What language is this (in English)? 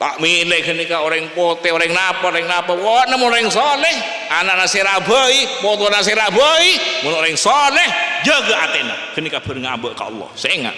Madurese